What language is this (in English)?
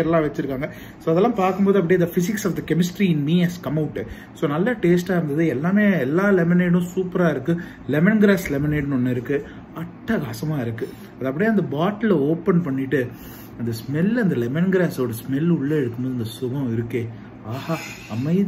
Tamil